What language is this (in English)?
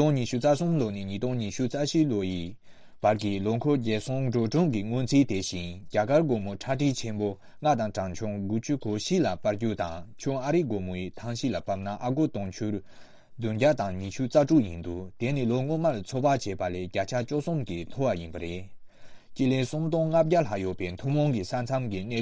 Tibetan